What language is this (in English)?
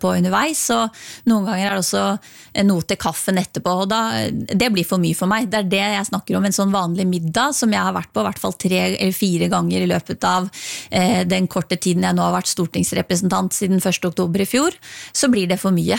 Norwegian